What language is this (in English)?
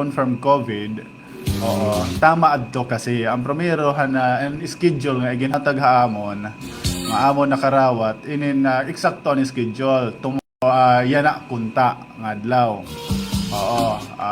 Waray